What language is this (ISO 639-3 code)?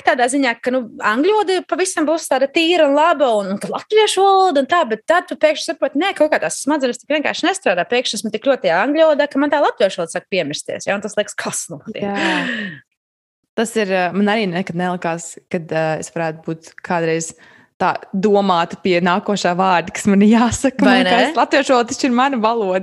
lav